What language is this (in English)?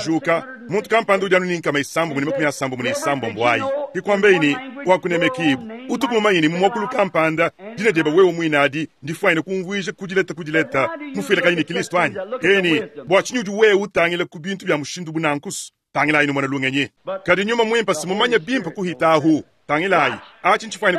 Luba-Lulua